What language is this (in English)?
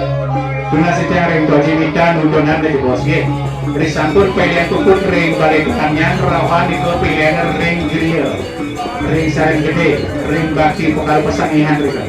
Balinese